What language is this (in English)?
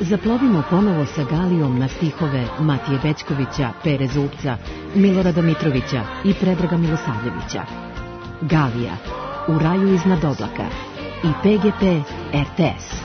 Serbian